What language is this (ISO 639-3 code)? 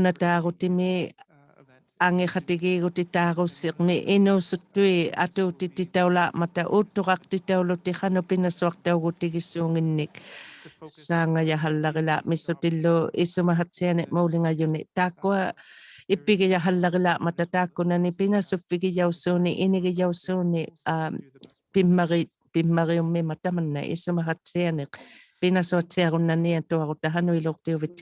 iku